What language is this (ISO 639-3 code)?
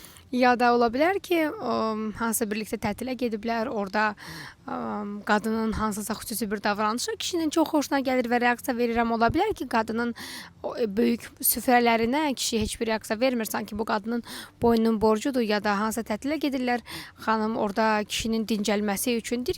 aze